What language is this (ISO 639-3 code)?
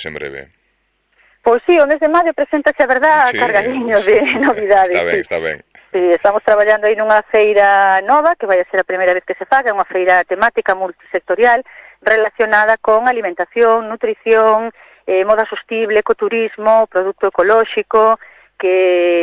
glg